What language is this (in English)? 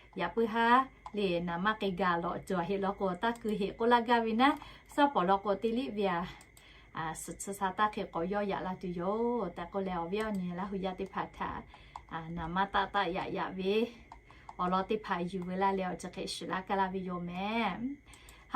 Lahu